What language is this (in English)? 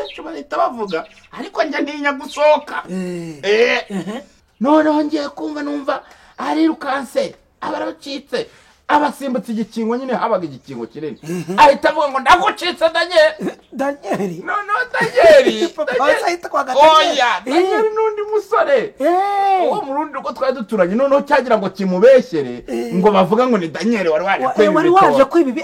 Kinyarwanda